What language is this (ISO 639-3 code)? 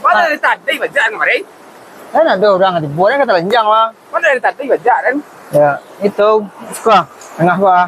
min